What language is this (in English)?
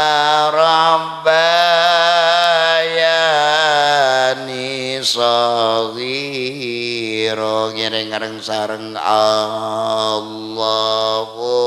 Madurese